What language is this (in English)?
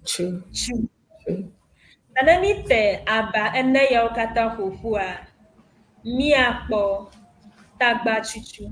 Ewe